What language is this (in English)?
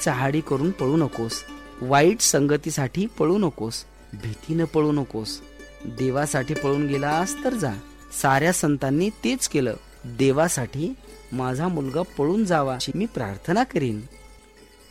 Marathi